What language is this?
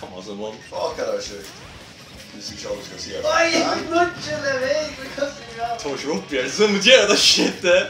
Faroese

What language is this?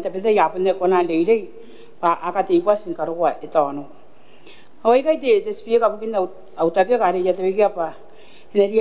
Gilbertese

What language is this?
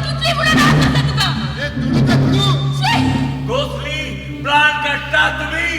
Konkani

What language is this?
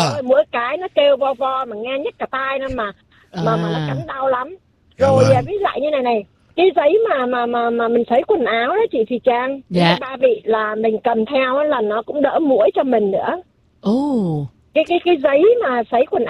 Vietnamese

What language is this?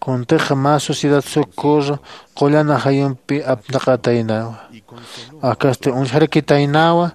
Aymara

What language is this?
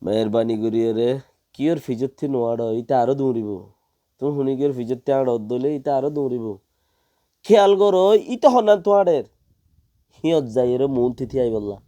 Rohingya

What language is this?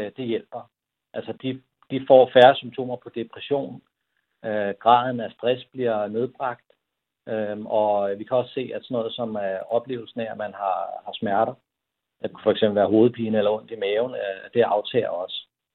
Danish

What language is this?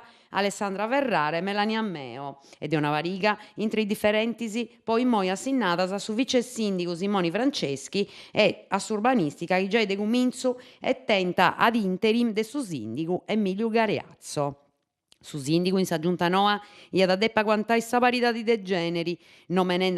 Sardinian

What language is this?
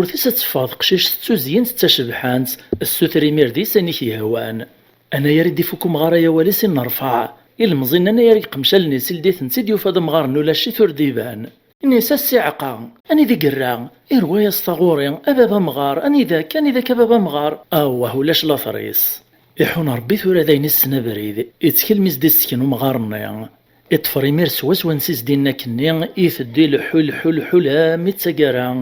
Kabyle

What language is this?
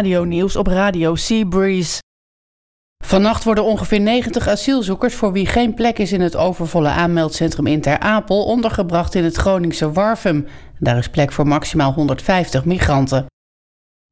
Dutch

